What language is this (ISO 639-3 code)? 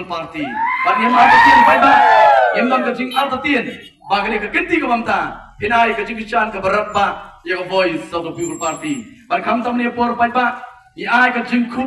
kha